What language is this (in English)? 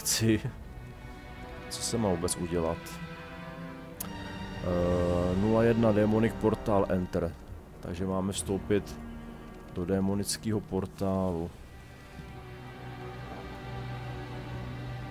Czech